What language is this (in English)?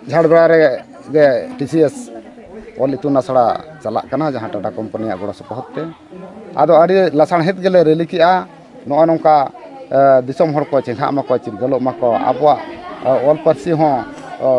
Santali